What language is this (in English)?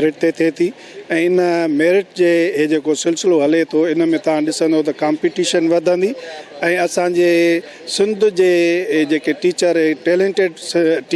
Sindhi